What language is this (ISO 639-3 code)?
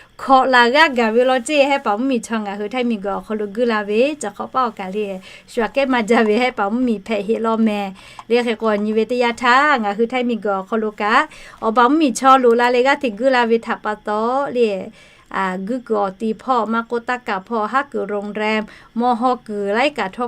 lhu